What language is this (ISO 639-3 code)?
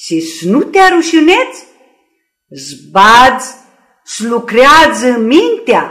rup